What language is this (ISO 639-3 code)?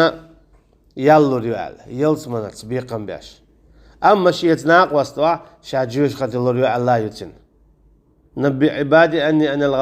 che